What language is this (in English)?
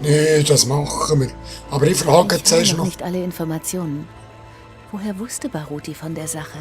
Swiss German